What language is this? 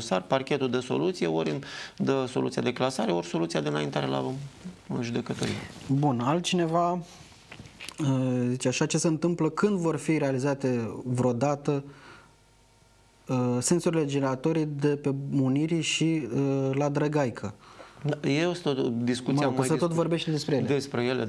Romanian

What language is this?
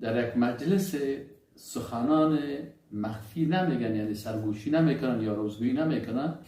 Persian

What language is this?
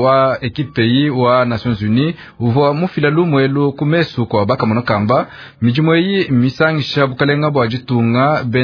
Luba-Lulua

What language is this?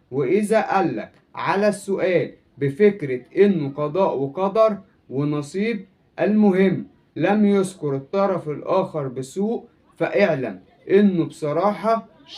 Egyptian Arabic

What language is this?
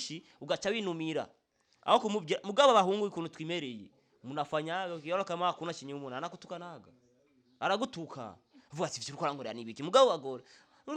Rundi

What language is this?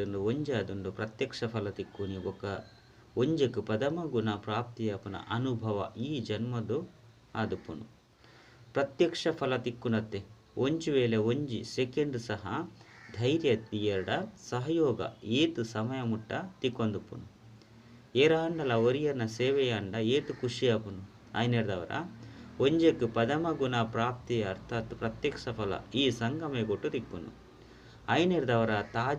Tulu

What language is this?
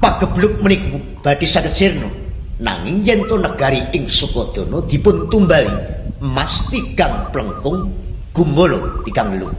Javanese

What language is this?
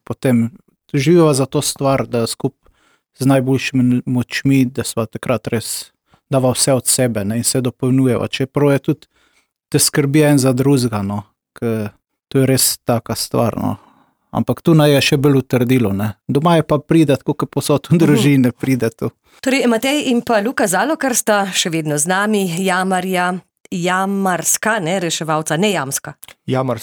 Slovenian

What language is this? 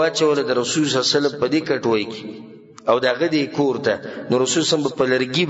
Pashto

